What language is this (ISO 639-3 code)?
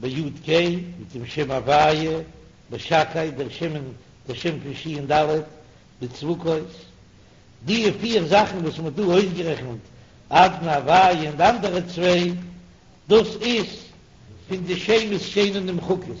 yid